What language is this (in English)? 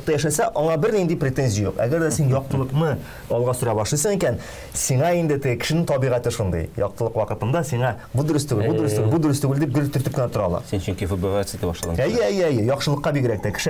Tatar